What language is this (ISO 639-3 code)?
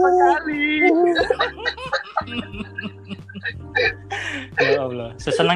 ind